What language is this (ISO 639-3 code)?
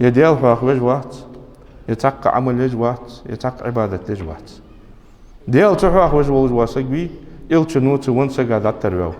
inh